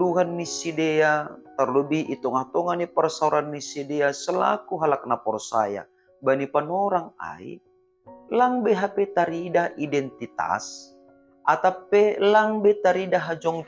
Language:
Batak Simalungun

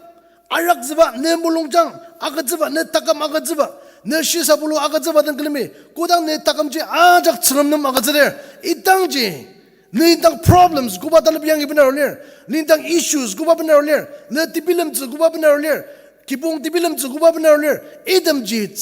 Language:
Ao Naga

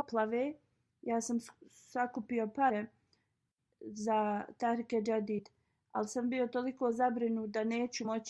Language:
Bosnian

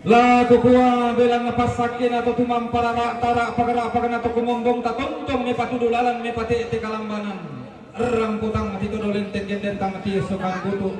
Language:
Toraja-Sa'dan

